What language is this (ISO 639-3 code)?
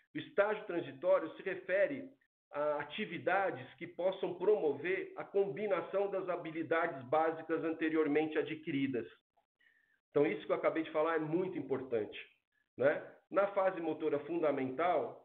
por